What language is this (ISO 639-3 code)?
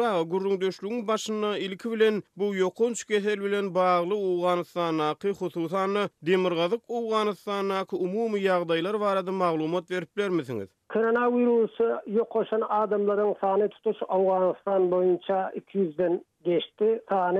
tuk